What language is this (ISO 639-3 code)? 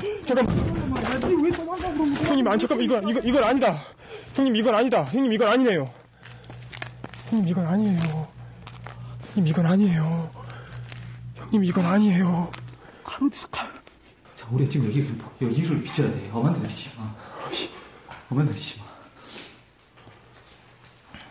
kor